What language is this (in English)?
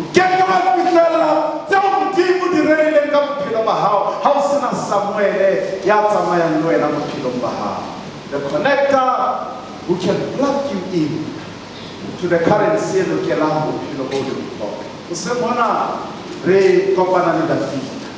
Southern Sotho